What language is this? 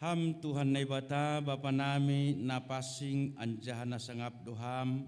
Batak Simalungun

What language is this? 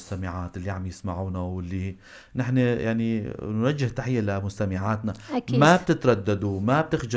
North Levantine Arabic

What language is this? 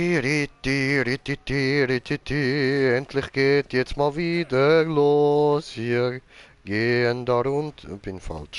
Swiss German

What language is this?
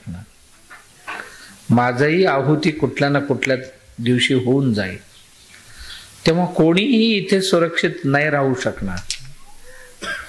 Marathi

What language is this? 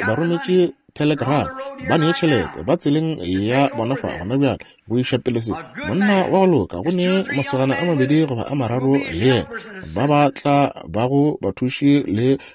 Northern Sotho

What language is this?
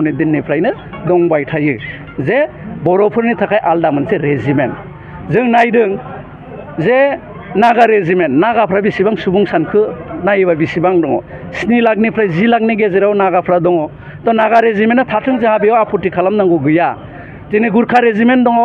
Bodo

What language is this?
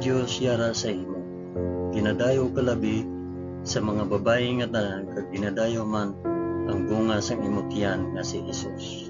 Hiligaynon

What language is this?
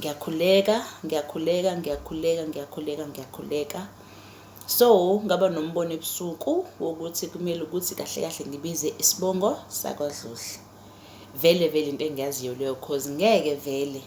Zulu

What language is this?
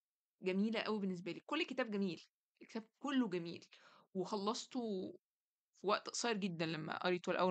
Egyptian Arabic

